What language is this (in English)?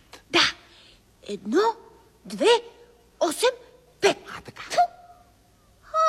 Bulgarian